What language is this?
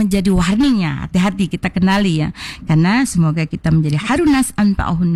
Indonesian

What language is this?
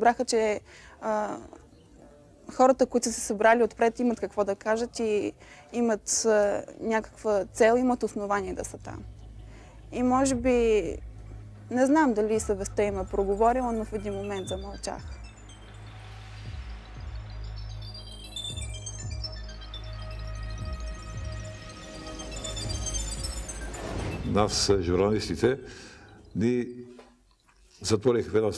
Bulgarian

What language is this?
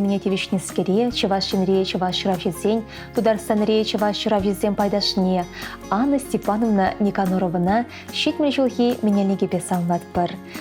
Chuvash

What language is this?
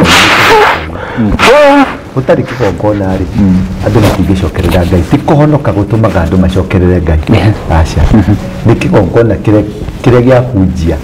Kikuyu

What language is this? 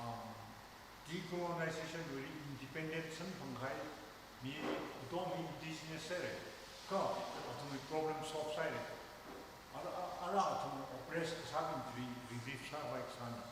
Tangkhul Naga (India)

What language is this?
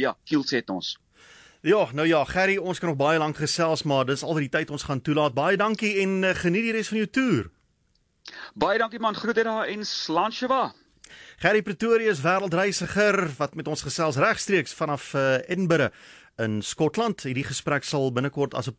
Afrikaans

